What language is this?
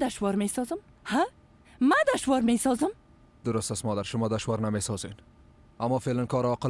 Persian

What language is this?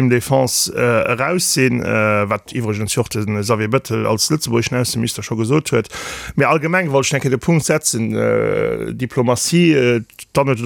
Luxembourgish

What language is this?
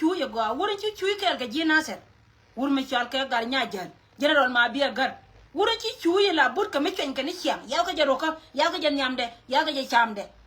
Nuer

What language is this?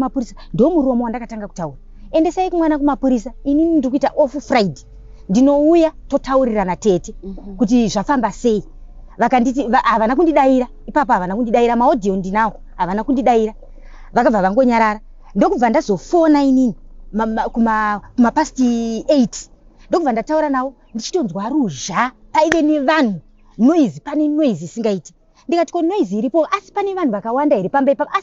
Shona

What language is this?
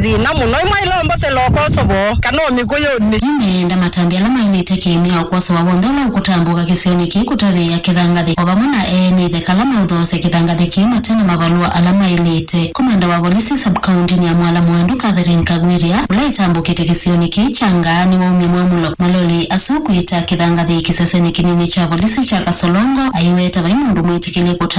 Kamba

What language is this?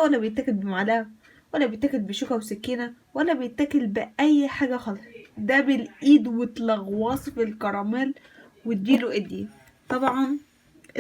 Egyptian Arabic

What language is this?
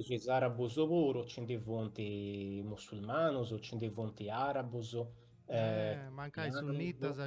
Sardinian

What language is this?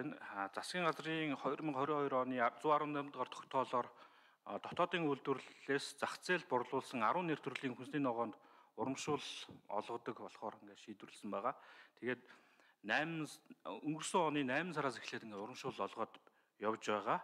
Mongolian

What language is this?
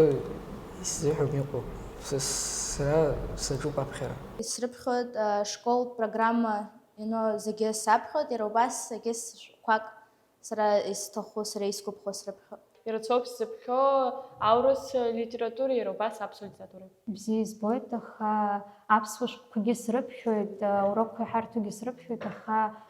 Abkhazian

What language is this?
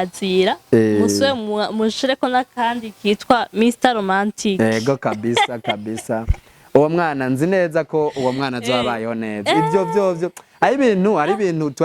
Rundi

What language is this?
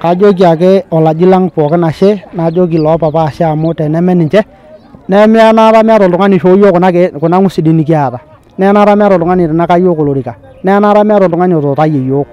Masai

